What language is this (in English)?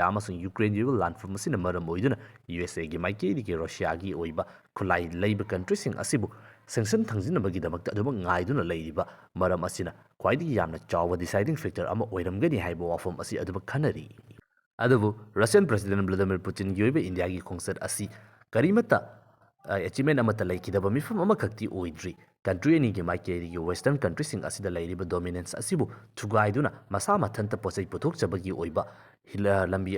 Manipuri